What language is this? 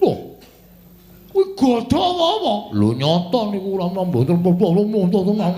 Javanese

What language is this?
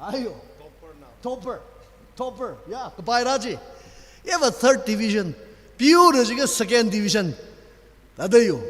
Tangkhul Naga (India)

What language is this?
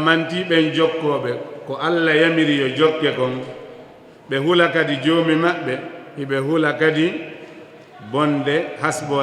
Fula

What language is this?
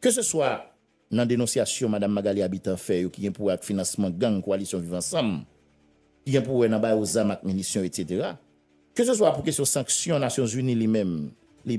Haitian Creole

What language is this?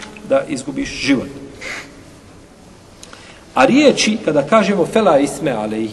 Bosnian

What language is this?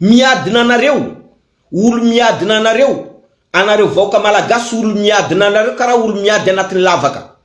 Malagasy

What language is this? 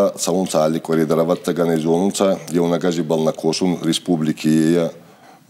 Ossetic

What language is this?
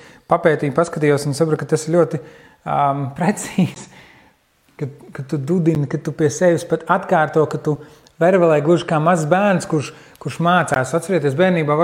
Latvian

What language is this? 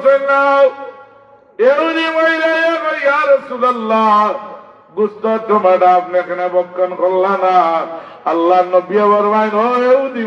Sylheti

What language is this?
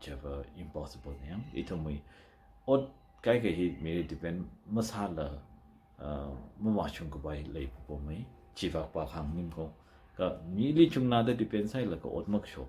Tangkhul Naga (India)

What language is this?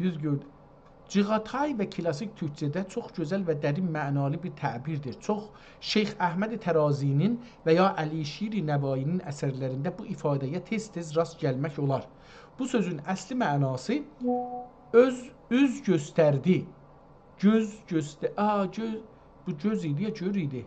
South Azerbaijani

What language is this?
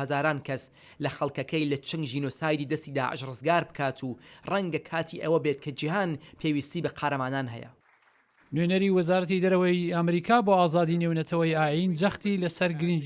Central Kurdish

